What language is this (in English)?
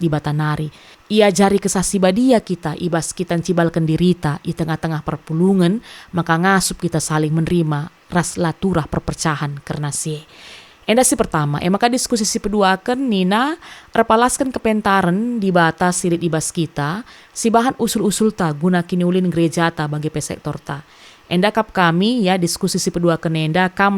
Batak Karo